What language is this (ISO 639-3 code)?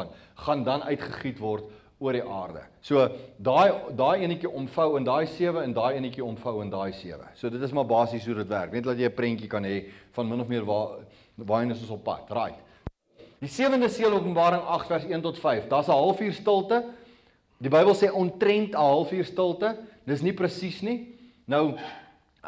afr